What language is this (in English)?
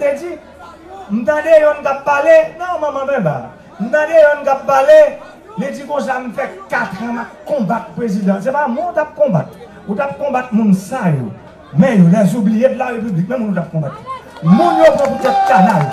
Haitian Creole